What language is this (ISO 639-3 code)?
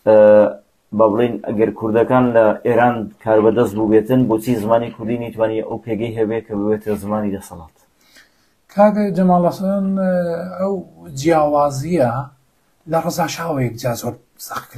ckb